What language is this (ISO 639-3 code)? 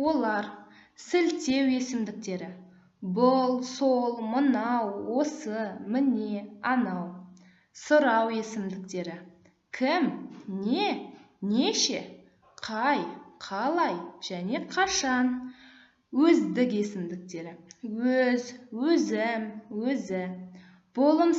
kaz